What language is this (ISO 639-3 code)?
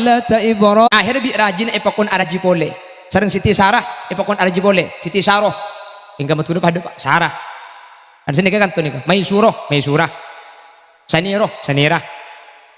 mad